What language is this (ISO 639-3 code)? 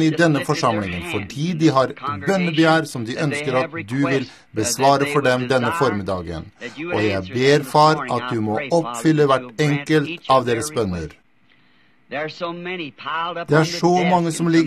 nor